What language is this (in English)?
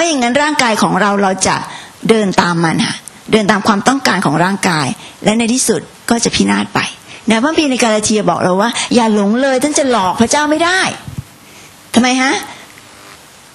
Thai